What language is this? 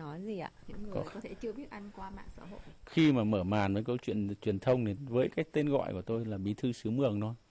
Vietnamese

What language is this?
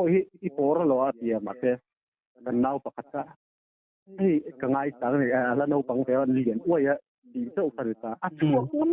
Mizo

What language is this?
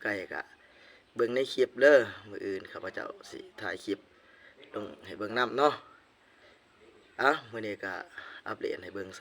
Lao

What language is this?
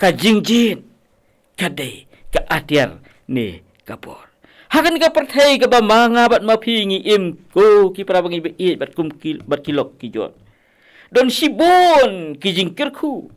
Khasi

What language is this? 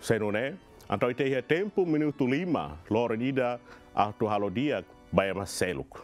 Tetum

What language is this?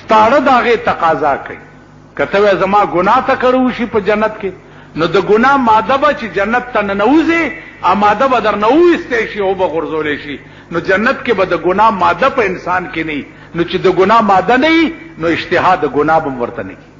Pashto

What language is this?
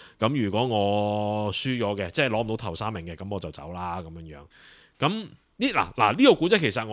Cantonese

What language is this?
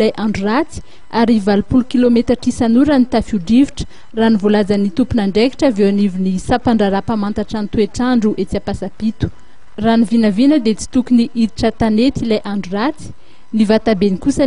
Malagasy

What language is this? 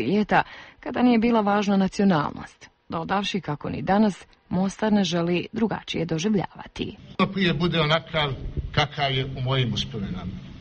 Bosnian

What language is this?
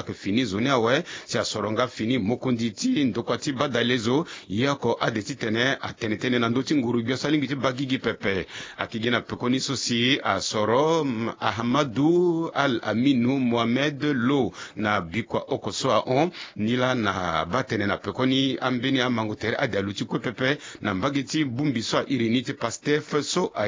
Sango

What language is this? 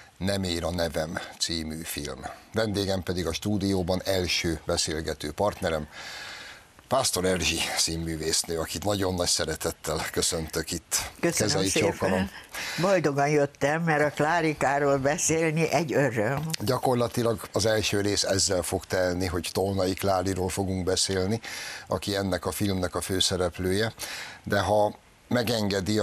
Hungarian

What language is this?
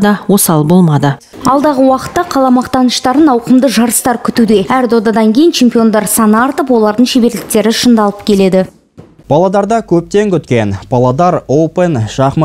Kazakh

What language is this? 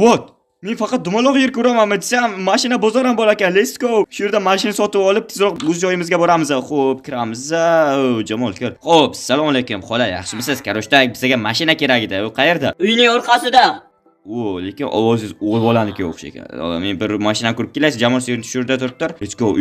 Uzbek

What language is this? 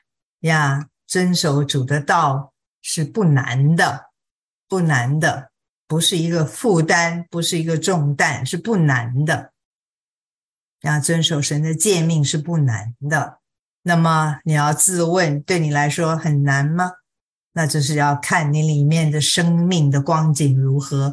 Chinese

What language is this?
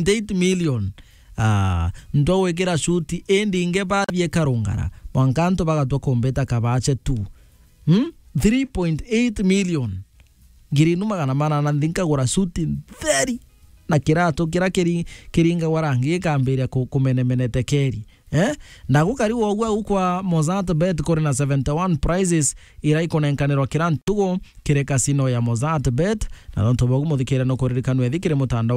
Meru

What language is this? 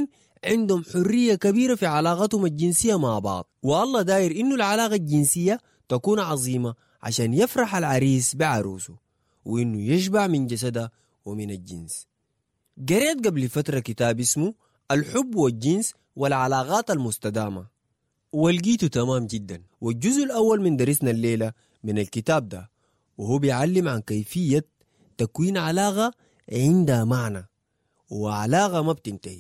Sudanese Arabic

